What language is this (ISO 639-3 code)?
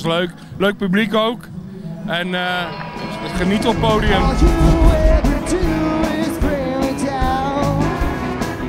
nld